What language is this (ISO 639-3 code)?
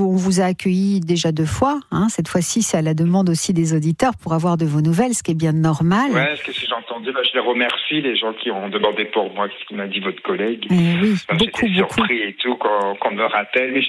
fra